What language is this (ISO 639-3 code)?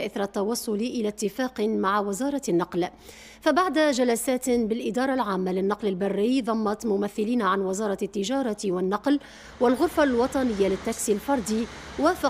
ara